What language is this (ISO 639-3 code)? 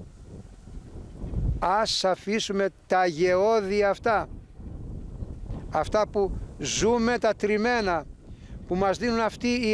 ell